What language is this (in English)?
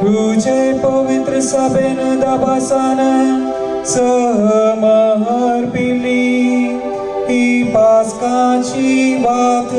Konkani